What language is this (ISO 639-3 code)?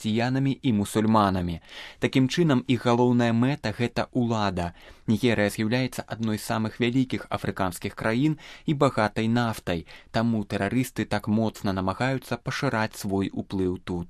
bel